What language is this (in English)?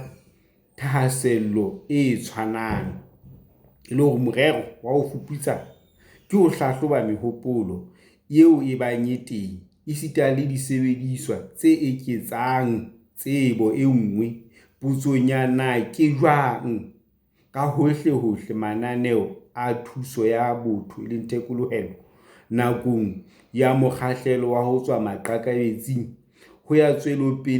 Southern Sotho